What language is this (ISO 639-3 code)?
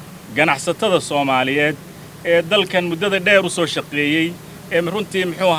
som